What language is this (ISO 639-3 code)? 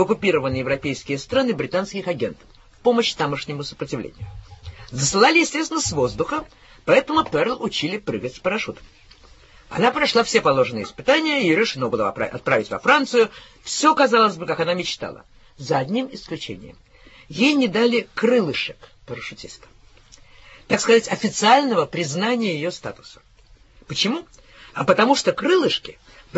rus